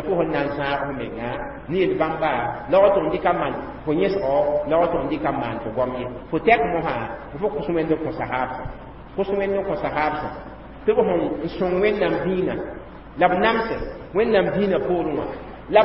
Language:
Mossi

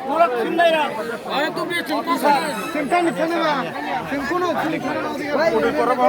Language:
Kok Borok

